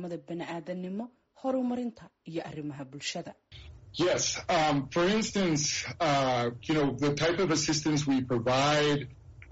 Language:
Somali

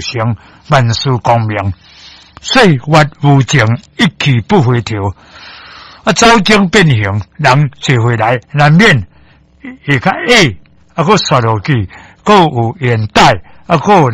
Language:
Min Nan Chinese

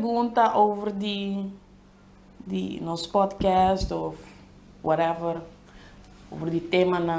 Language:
Papiamento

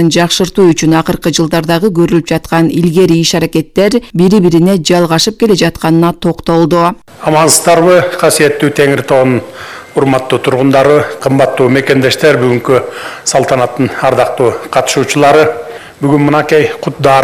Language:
Kyrgyz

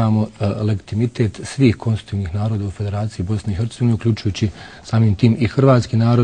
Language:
Bosnian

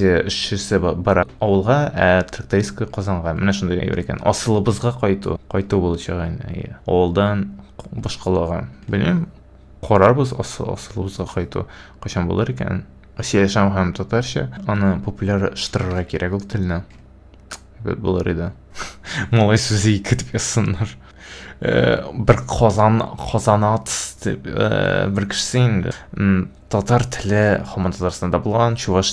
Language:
Tatar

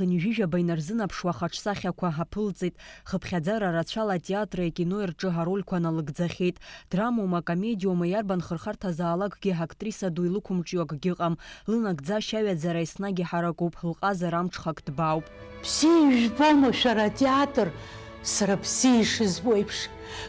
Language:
Abkhazian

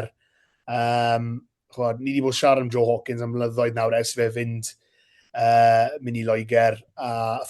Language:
Welsh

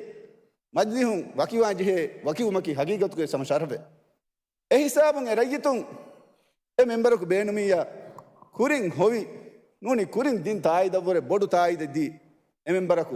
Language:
Divehi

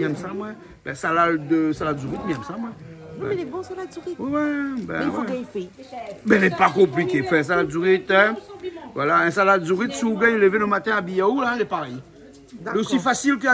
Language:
Réunion Creole French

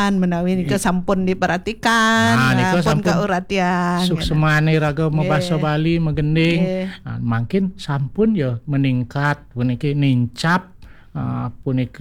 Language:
Balinese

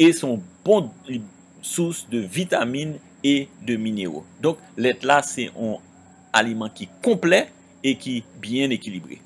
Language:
Haitian Creole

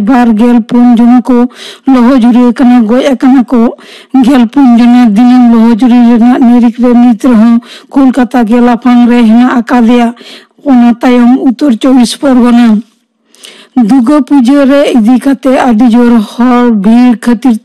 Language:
Santali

